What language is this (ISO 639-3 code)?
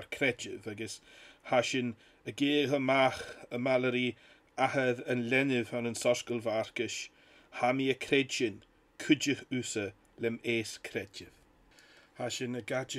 gla